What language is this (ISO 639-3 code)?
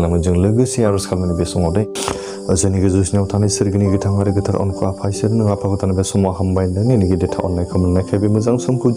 brx